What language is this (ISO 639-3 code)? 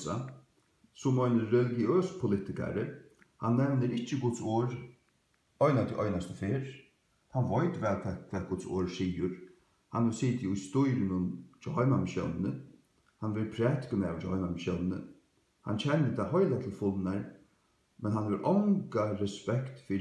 fao